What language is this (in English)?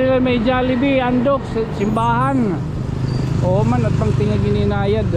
Waray